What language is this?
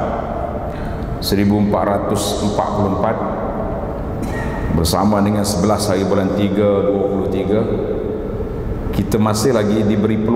Malay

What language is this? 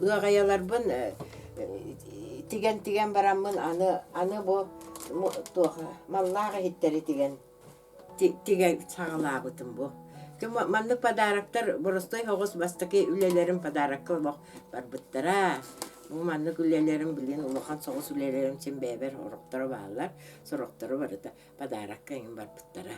Yakut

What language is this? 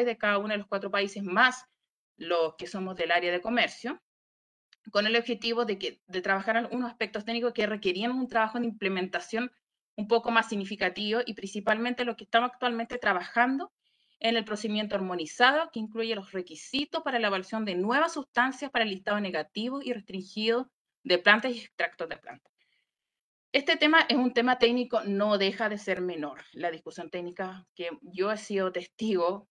Spanish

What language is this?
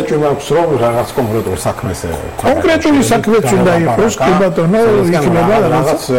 Georgian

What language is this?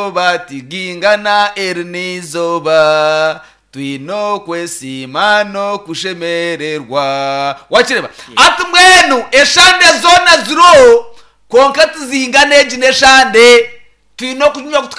Nyankole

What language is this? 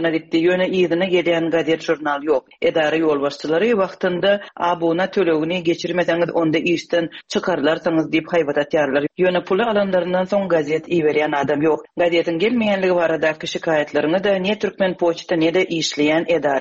Turkmen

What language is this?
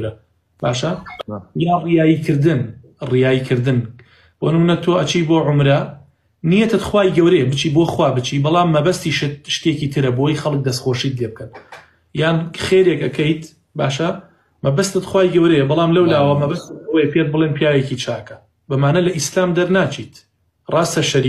Central Kurdish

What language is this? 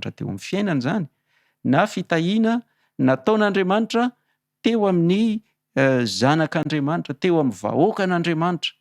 Malagasy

